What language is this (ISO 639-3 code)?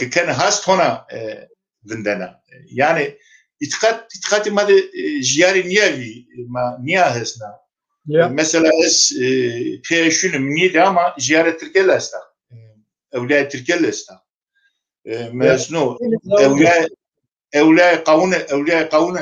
zza